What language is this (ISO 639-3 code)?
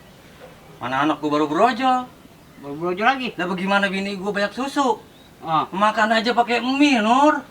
bew